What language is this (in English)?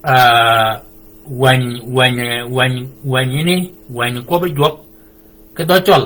Shilluk